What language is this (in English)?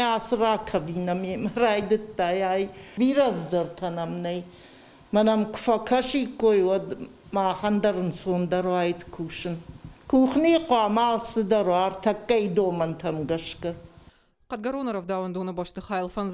Ossetic